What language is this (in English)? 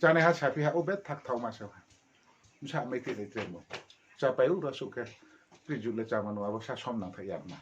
Riang (India)